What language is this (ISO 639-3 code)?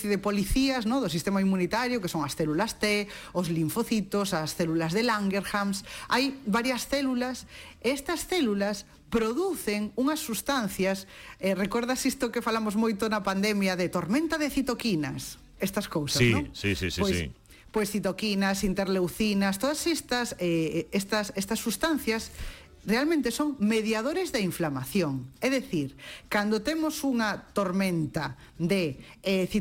glg